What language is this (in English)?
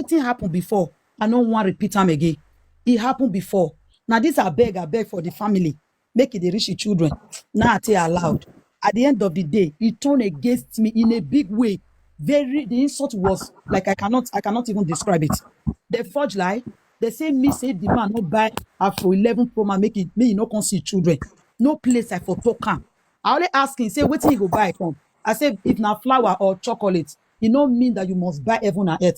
Nigerian Pidgin